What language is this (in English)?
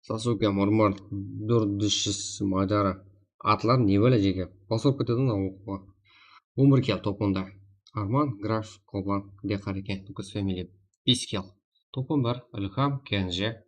Kara-Kalpak